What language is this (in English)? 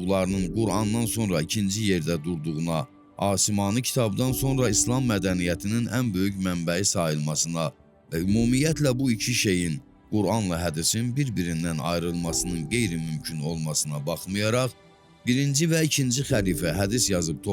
Azerbaijani